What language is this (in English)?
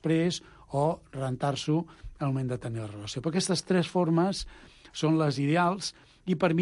Catalan